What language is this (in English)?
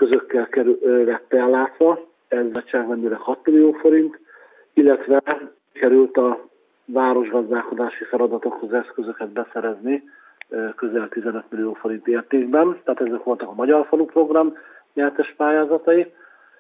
Hungarian